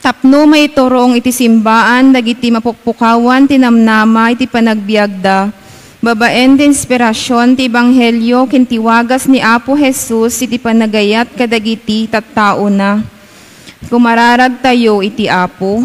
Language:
Iloko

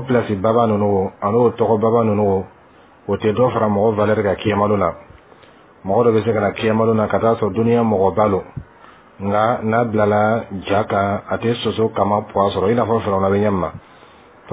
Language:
Bambara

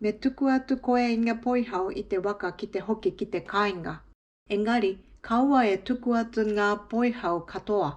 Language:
Māori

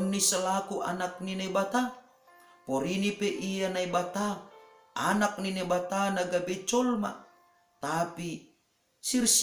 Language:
Batak Simalungun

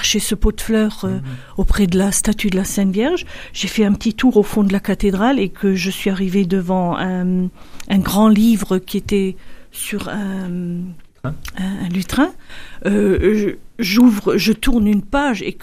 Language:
French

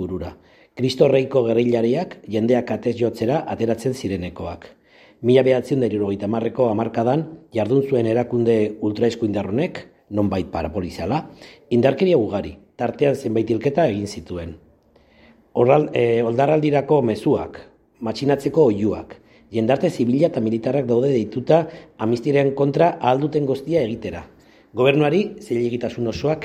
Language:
Basque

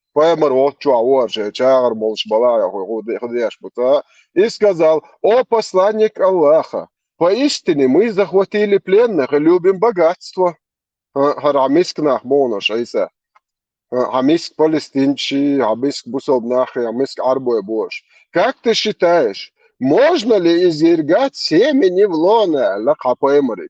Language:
Chechen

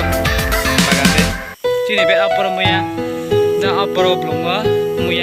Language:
Riang (India)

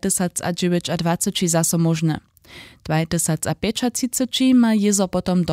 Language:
Upper Sorbian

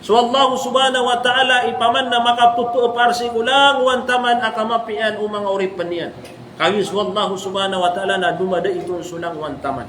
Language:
Maranao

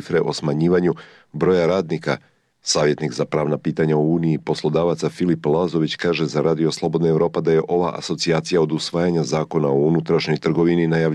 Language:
Croatian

